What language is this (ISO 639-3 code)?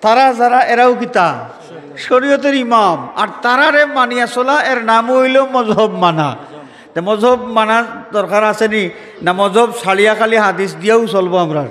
syl